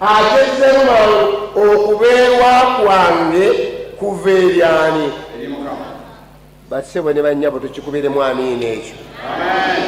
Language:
Ganda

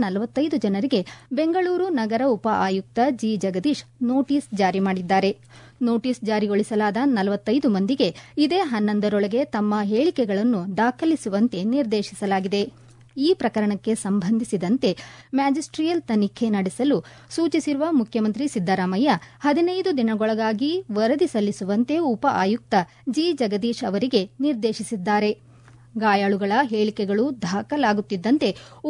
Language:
Kannada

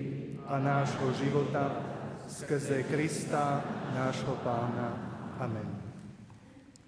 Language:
Slovak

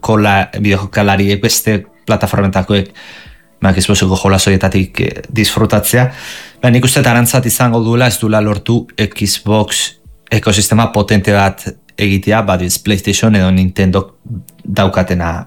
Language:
Basque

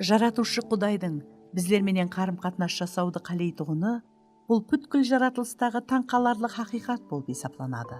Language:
Kara-Kalpak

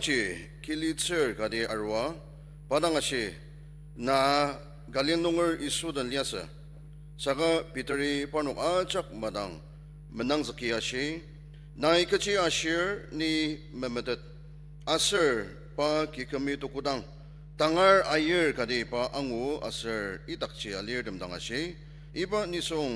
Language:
Ao Naga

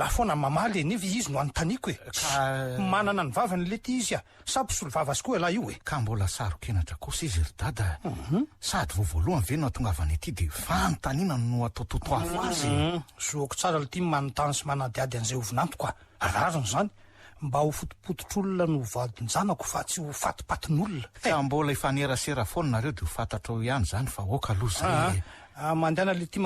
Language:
Malagasy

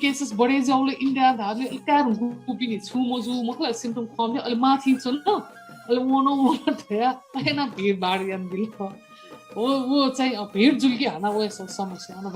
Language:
Newari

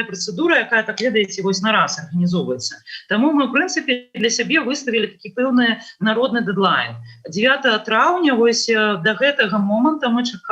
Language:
Belarusian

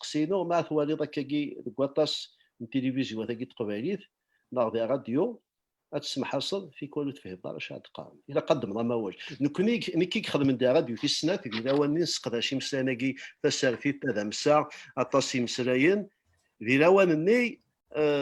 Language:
Kabyle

